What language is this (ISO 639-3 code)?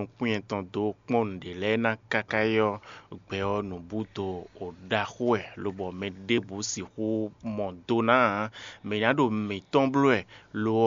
fon